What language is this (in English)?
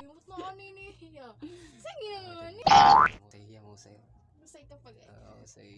Waray